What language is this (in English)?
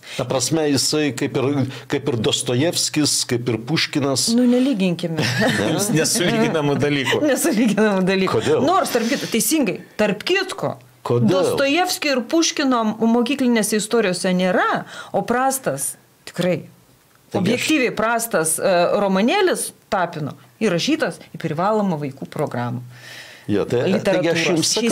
Lithuanian